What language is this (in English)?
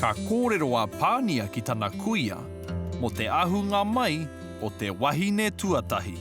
Māori